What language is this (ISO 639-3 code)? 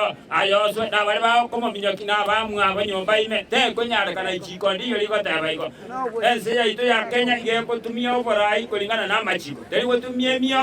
guz